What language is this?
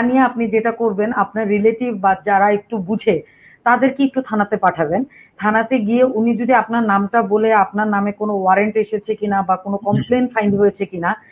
Bangla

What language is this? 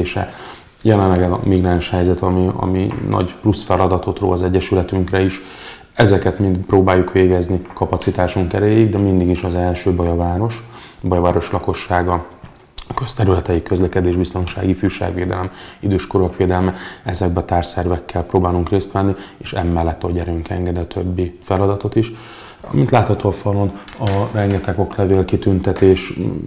Hungarian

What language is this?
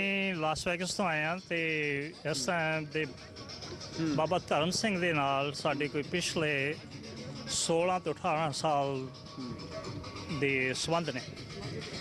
Punjabi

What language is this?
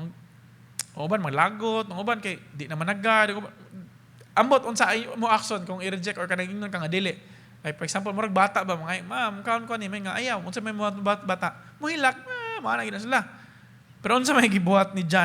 Cebuano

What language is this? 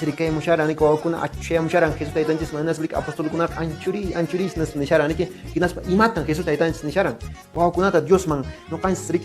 Quechua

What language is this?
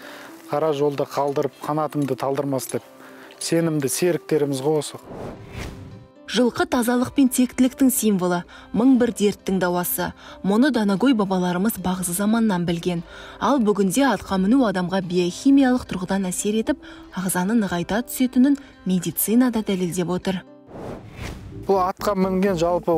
Kazakh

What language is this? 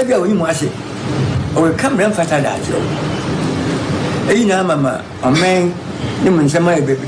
Akan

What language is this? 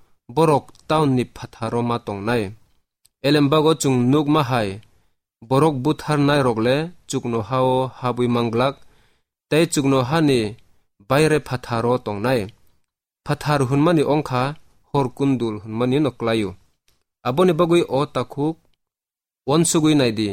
Kok Borok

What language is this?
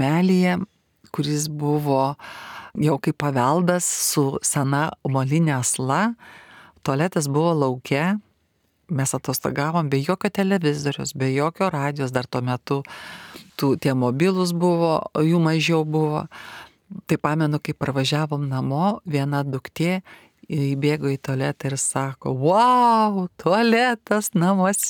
Lithuanian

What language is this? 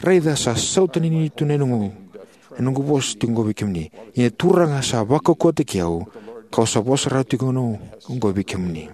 Fijian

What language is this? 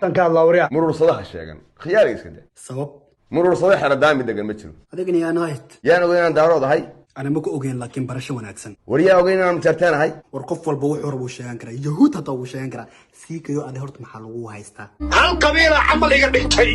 Somali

